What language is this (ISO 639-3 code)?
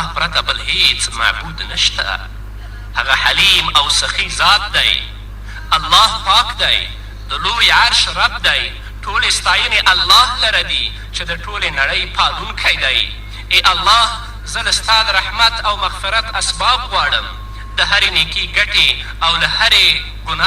pus